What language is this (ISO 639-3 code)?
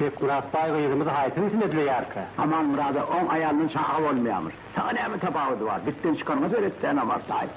tuk